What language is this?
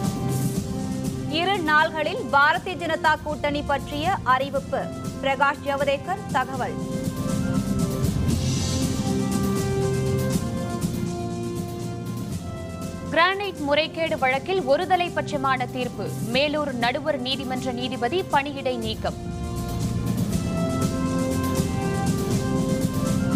Tamil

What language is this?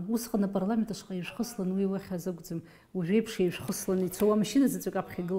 Abkhazian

